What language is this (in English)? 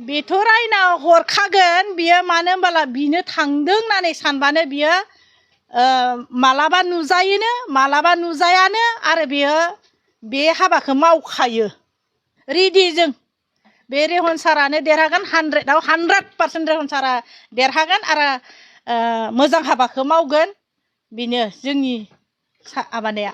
Bodo